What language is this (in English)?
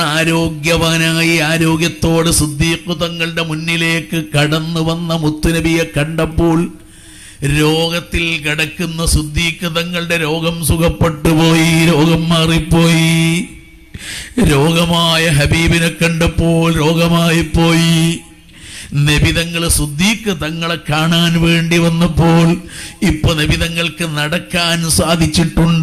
Malayalam